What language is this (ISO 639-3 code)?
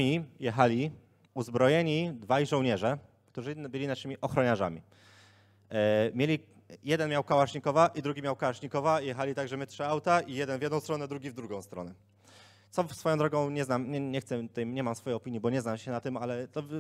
pol